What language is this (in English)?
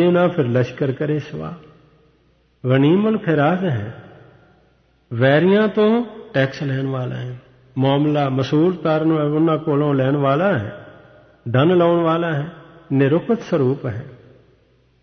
Punjabi